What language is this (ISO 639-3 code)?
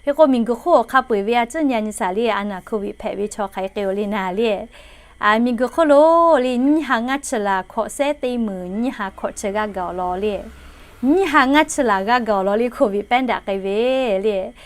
lhu